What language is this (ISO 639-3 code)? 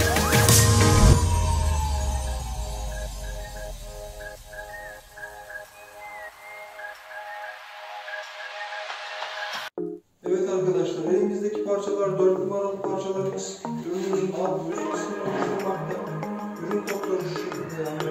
tur